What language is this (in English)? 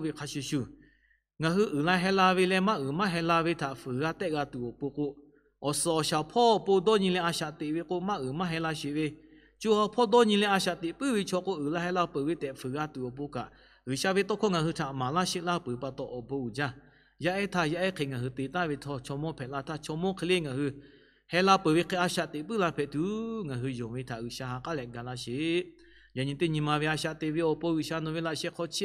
Lahu